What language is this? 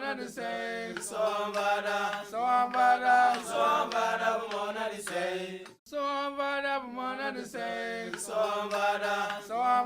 Tem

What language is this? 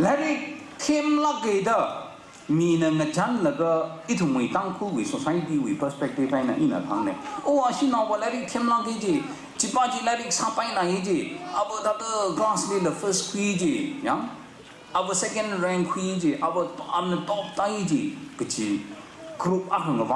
Tangkhul Naga (India)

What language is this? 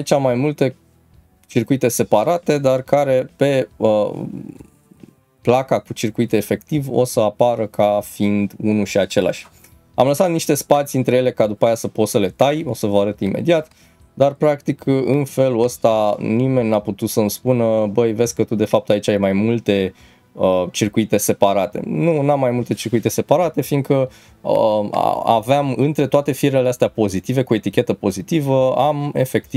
Romanian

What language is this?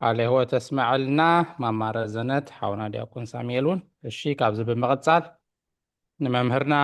Tigrinya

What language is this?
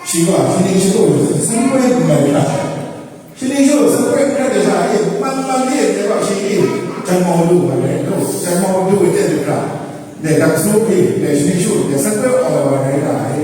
Kachin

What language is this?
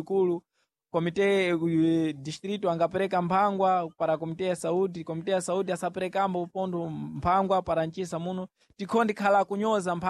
Sena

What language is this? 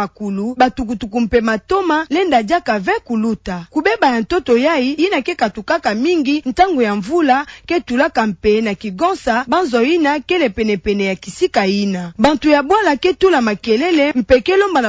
Kituba (Democratic Republic of Congo)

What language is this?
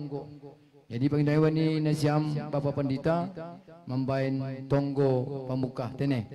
Batak Simalungun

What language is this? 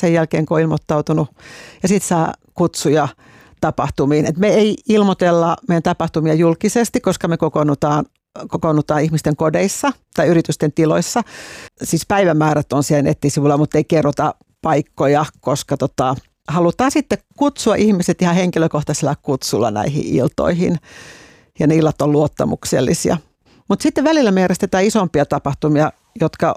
Finnish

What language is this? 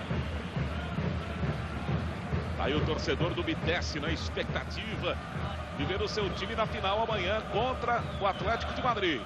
Portuguese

